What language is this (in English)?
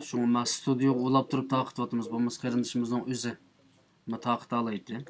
Uyghur